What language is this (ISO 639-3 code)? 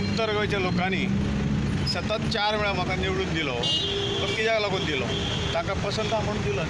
kok